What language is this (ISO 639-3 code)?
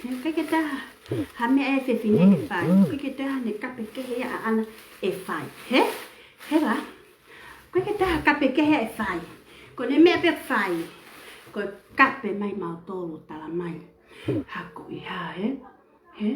ton